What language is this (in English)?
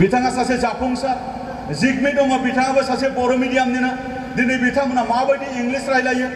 Bodo